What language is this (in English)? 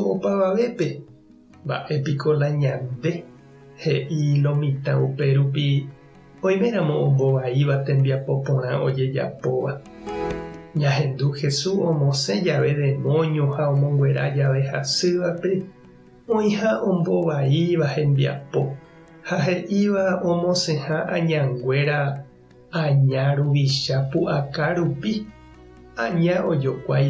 Guarani